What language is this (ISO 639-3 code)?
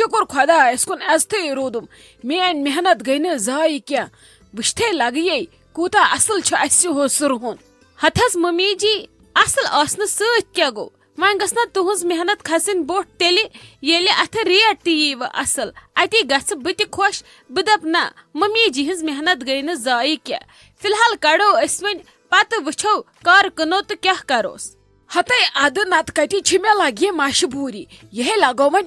kas